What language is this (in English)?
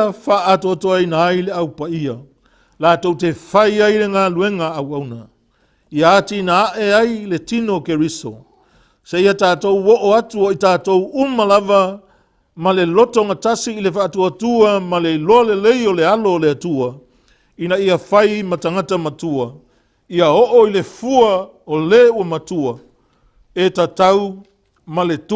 Samoan